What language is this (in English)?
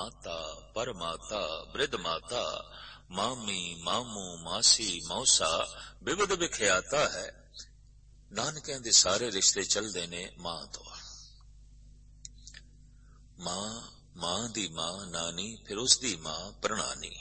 Punjabi